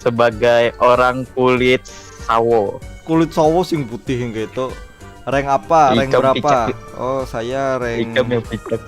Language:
Banjar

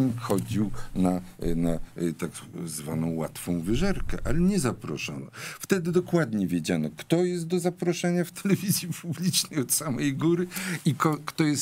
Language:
Polish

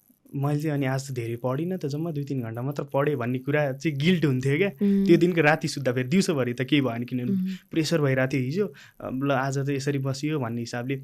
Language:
Nepali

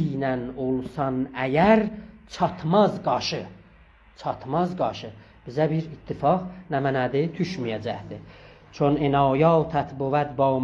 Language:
South Azerbaijani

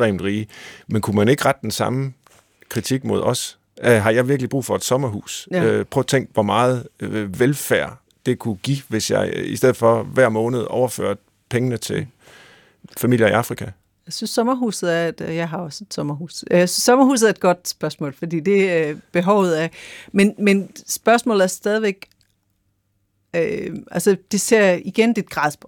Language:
Danish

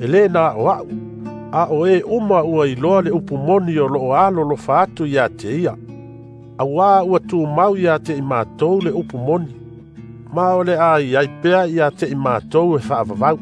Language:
Samoan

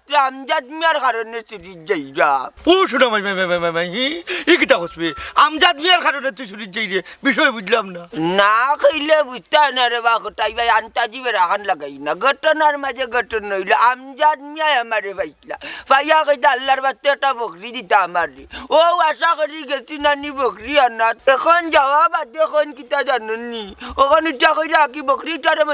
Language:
Sylheti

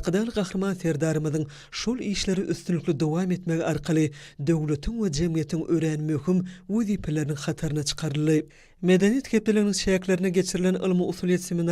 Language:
Turkmen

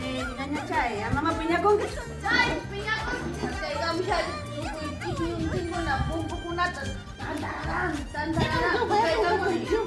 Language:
Ayacucho Quechua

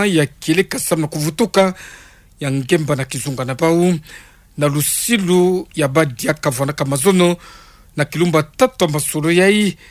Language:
Kituba (Democratic Republic of Congo)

